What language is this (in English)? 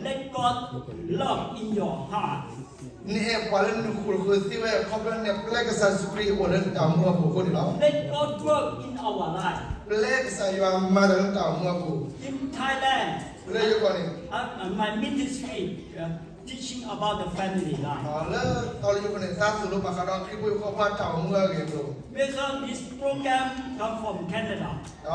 S'gaw Karen